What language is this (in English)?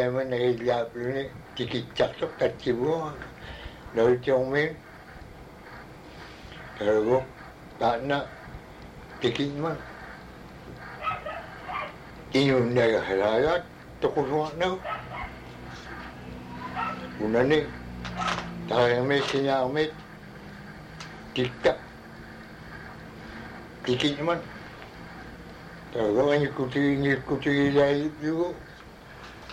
Inupiaq